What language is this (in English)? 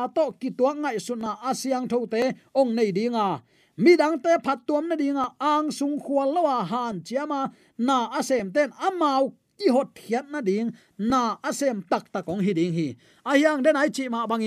Tedim Chin